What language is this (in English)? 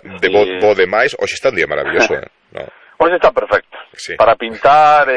Galician